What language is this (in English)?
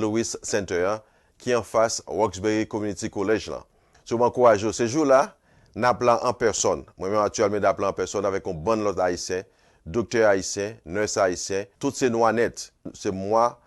Haitian Creole